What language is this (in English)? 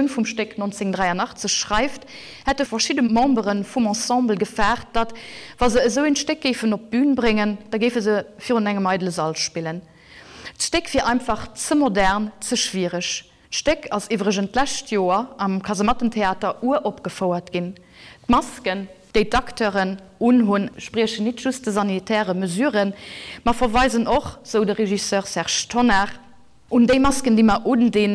Luxembourgish